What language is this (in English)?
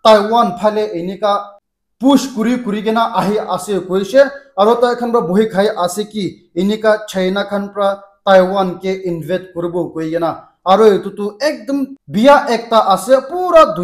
Naga Pidgin